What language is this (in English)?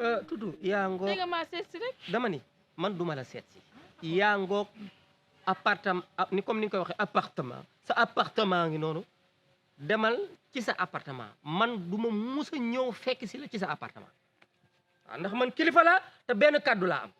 Wolof